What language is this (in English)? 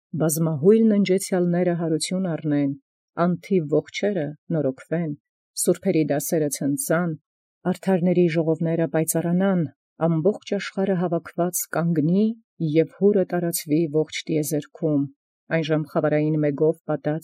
Armenian